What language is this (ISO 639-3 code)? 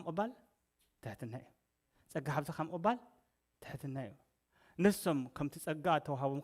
tir